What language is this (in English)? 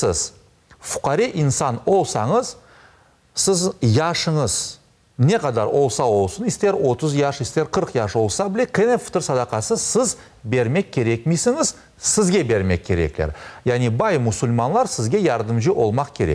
Crimean Tatar